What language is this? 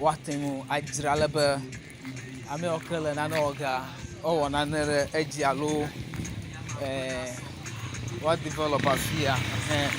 Ewe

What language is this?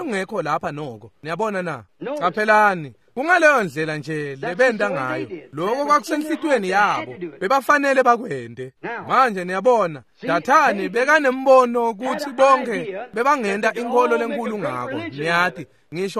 Swati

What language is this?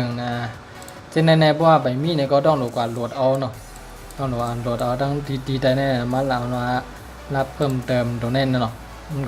Shan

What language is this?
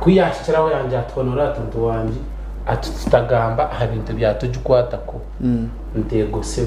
Nyankole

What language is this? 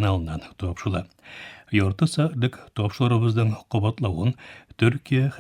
Tatar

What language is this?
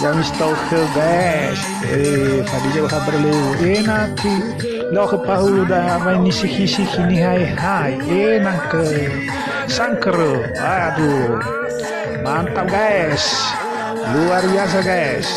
Nias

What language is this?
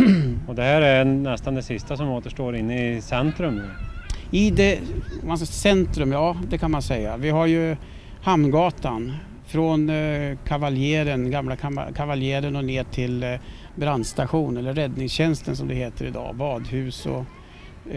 Swedish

